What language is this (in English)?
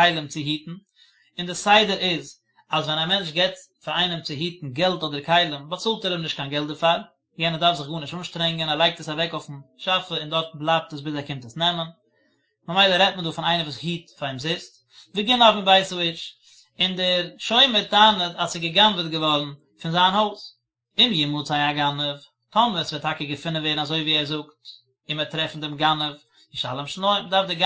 Yiddish